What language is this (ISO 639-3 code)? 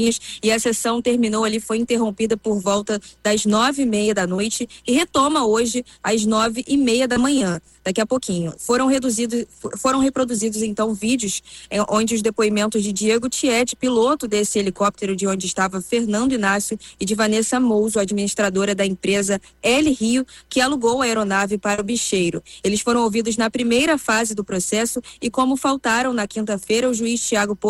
por